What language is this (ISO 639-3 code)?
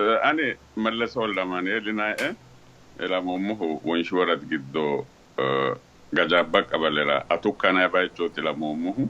sid